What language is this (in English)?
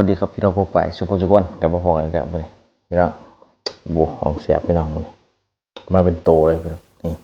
Northeastern Thai